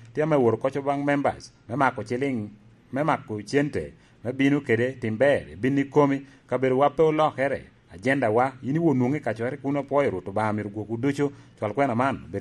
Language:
Lango (Uganda)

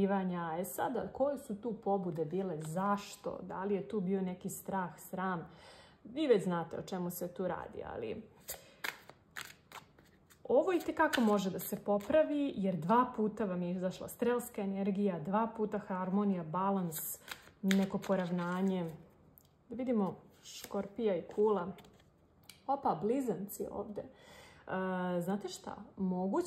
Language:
Serbian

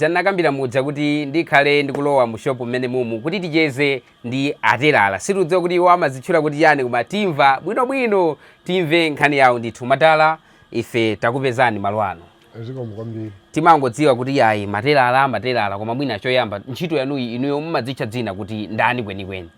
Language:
Nyanja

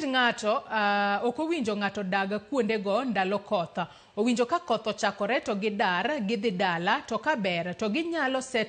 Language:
Luo (Kenya and Tanzania)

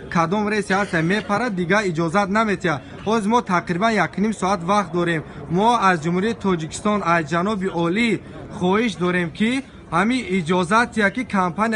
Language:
Tajik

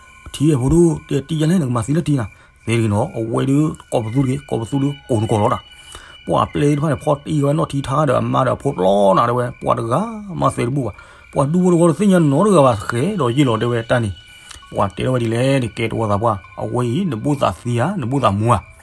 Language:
S'gaw Karen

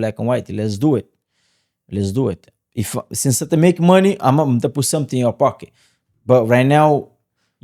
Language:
Kabuverdianu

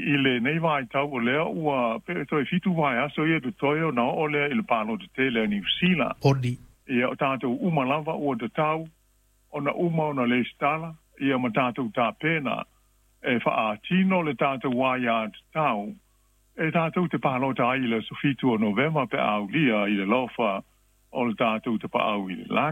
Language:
Samoan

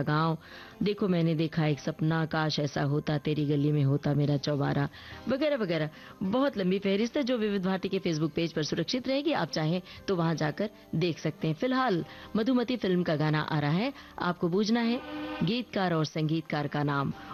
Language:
Hindi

